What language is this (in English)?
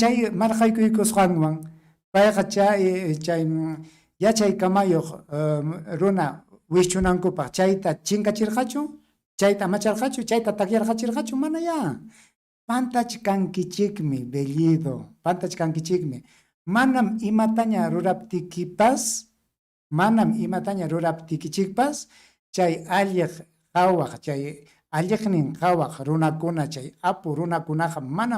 Ayacucho Quechua